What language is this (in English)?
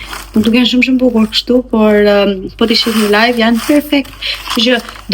Albanian